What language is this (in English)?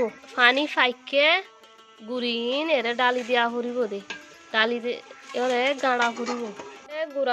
Rohingya